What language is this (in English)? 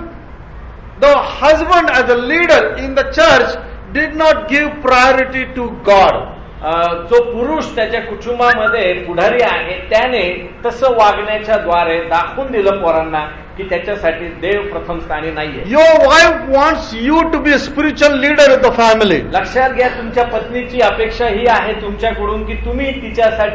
Marathi